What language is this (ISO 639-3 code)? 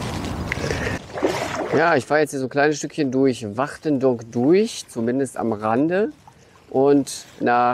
deu